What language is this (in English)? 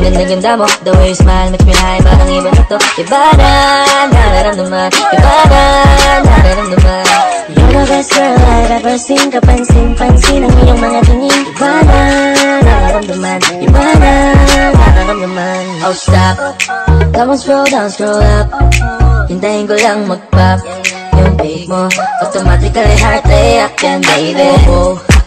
Filipino